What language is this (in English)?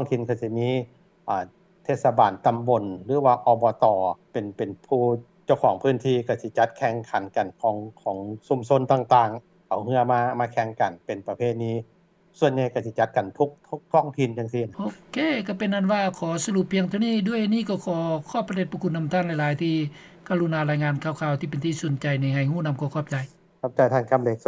Lao